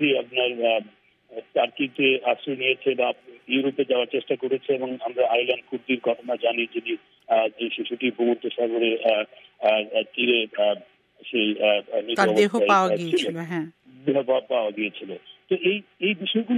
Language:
Bangla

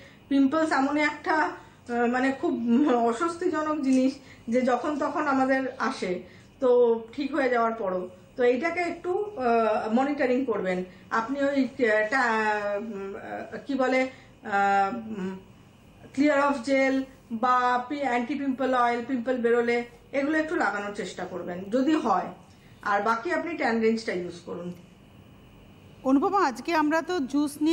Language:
Bangla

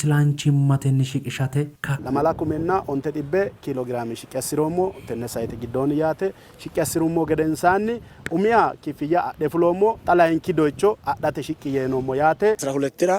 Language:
Sidamo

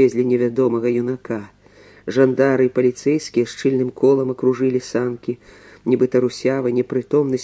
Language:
Belarusian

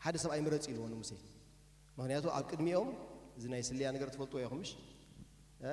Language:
Tigrinya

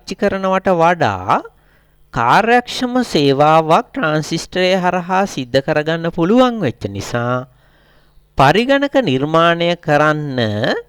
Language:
Sinhala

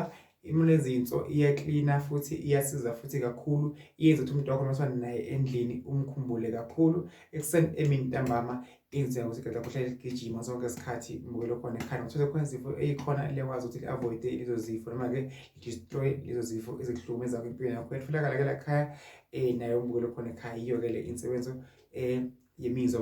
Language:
Zulu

